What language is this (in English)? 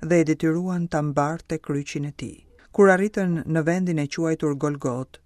Albanian